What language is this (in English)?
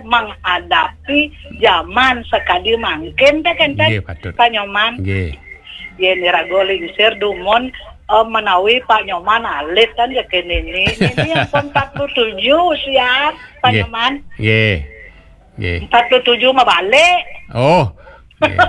Balinese